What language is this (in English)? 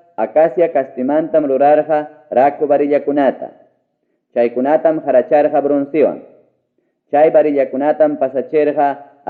Ayacucho Quechua